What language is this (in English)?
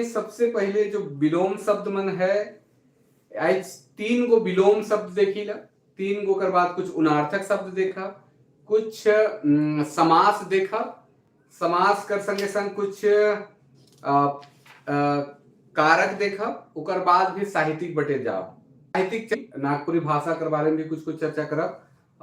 Sadri